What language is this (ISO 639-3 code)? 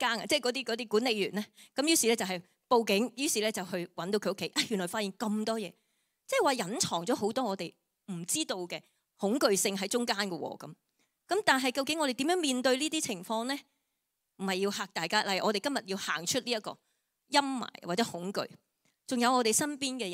yue